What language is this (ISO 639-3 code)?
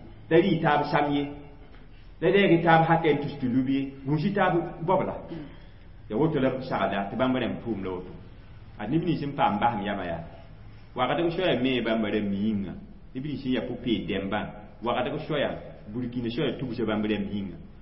mos